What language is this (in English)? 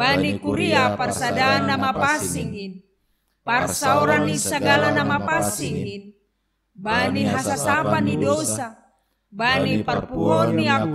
Batak Simalungun